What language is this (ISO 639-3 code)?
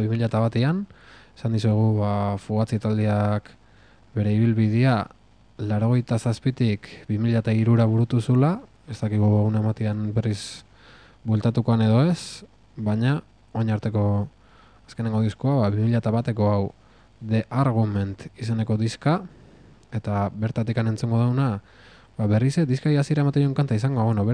eus